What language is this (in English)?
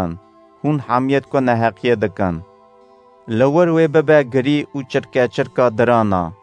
Kurdish